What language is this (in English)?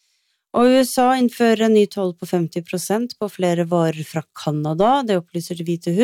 Norwegian